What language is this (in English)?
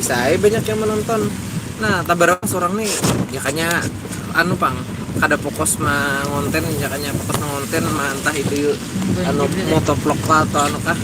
Banjar